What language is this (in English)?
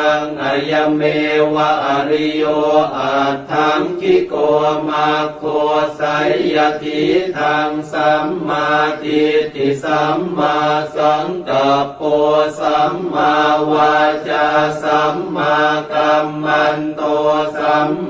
Pali